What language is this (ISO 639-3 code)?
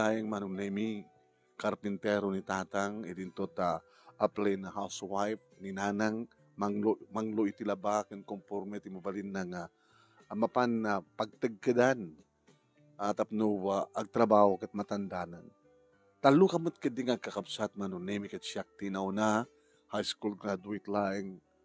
ilo